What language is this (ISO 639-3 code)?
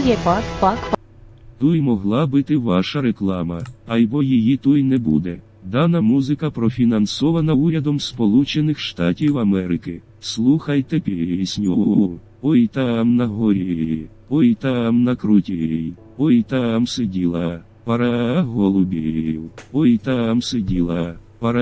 rue